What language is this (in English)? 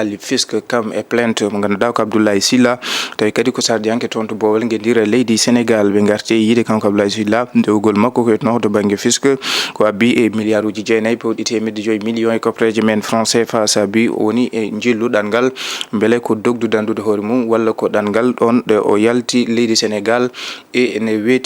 Fula